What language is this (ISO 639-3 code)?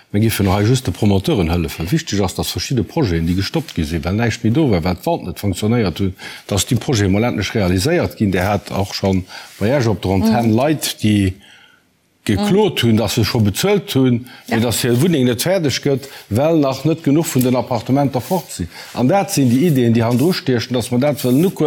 ltz